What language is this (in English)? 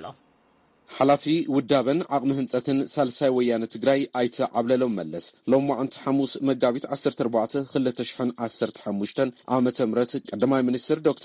Tigrinya